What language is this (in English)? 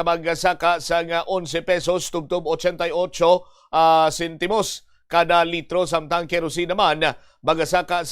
Hiligaynon